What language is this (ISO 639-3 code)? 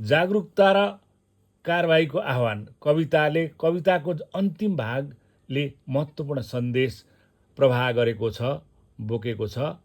nep